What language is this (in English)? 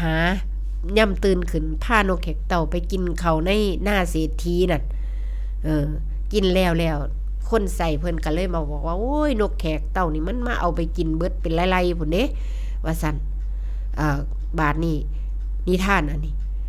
Northeastern Thai